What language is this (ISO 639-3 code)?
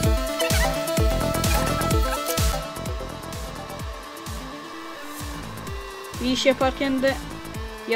tur